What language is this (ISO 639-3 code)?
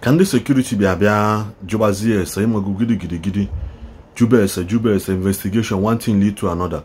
ibo